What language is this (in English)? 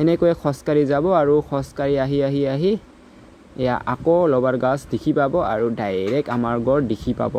Assamese